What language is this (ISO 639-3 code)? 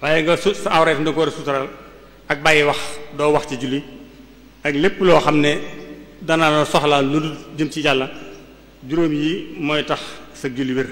wol